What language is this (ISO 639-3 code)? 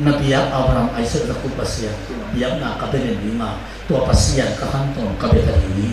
ctd